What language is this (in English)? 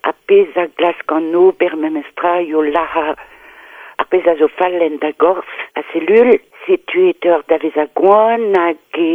Breton